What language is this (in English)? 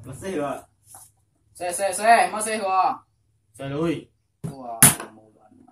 Minangkabau